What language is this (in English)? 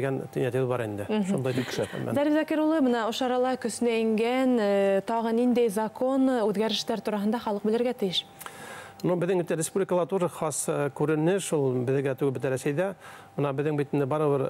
Bashkir